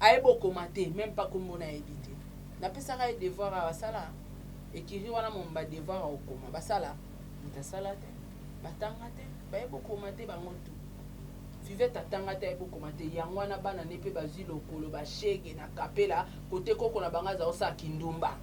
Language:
Lingala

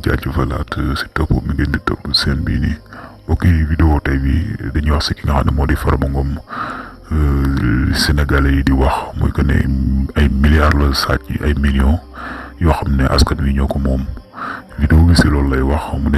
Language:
Wolof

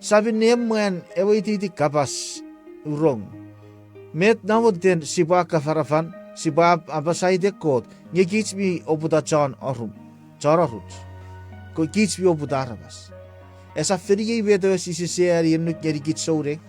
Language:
Chuukese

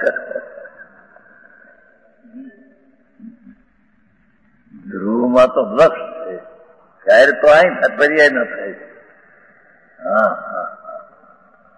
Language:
Gujarati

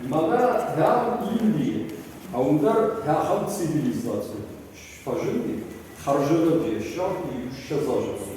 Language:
Ossetic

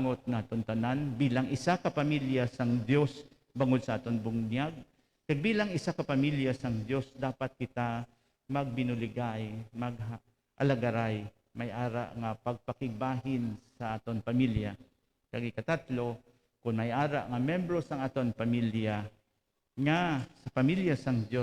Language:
Hiligaynon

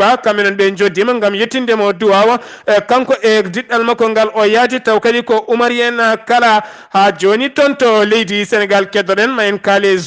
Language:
Fula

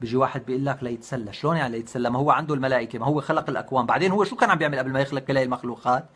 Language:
North Levantine Arabic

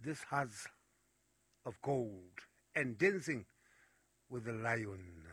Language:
Southern Sotho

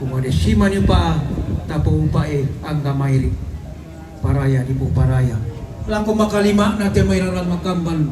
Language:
Toraja-Sa'dan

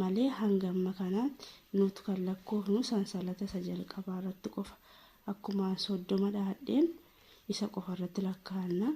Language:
Oromo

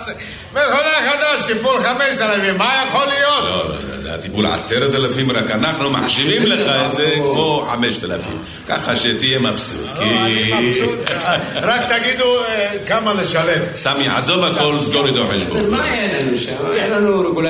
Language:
Hebrew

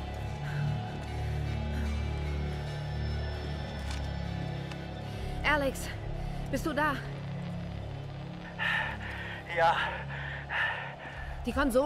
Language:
German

